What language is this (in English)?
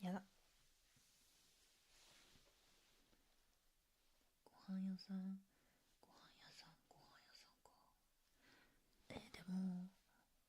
Japanese